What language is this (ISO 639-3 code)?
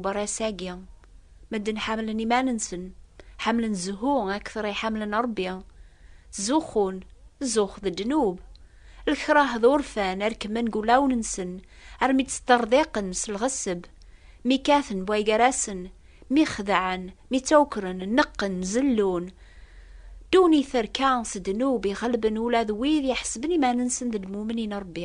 kab